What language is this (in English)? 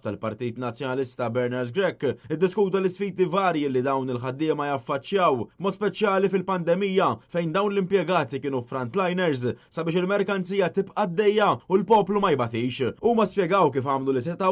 Maltese